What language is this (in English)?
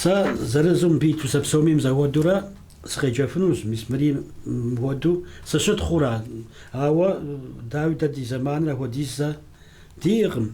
Kabardian